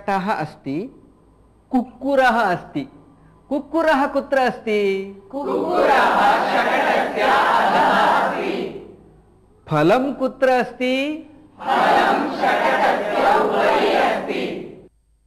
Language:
Sanskrit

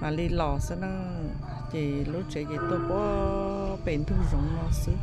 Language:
Hmong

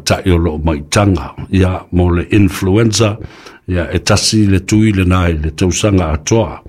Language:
Samoan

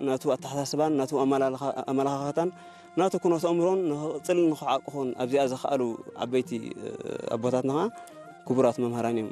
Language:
Tigrinya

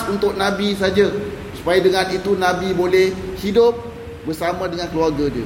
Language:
Malay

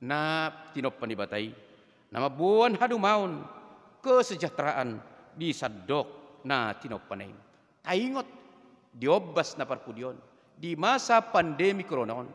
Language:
Batak Toba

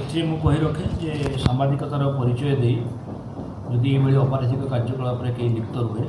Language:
Odia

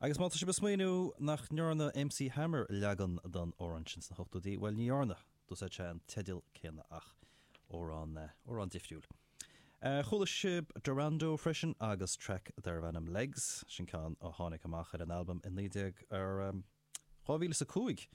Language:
Irish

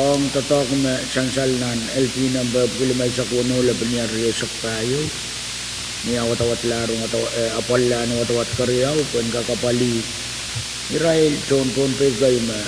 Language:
Pohnpeian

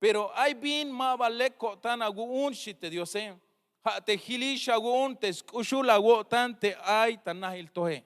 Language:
Tzeltal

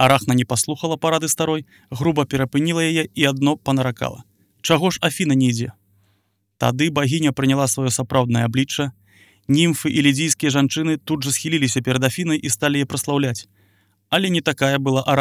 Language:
Belarusian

